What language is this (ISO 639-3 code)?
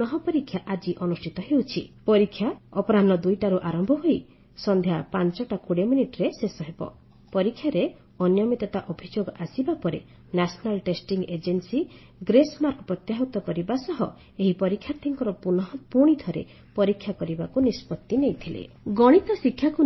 ori